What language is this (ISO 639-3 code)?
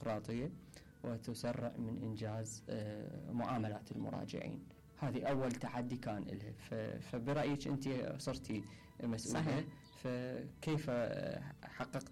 acm